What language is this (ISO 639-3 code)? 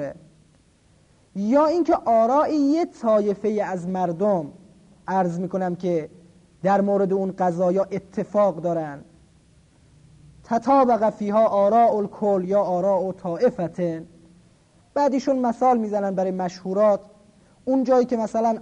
fas